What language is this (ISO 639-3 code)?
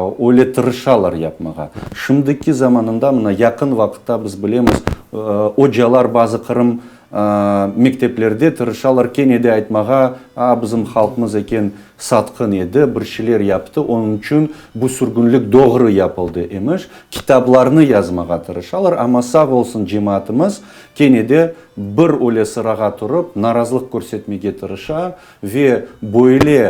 crh